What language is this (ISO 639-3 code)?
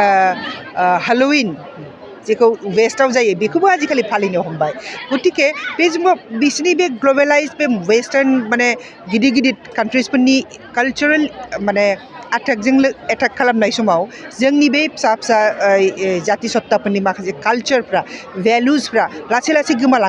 brx